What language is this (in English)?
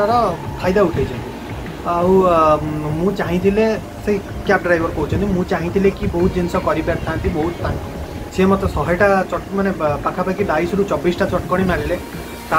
Odia